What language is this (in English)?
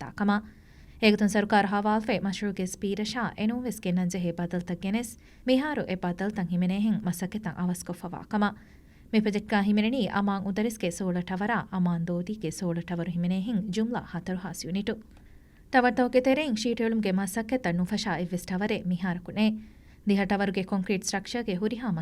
Divehi